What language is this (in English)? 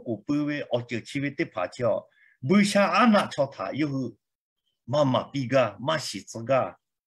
Lahu